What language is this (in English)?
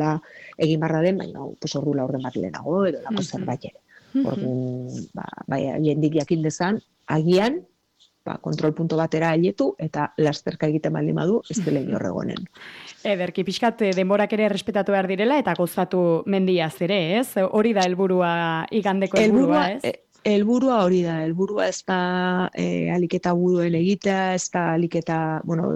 Basque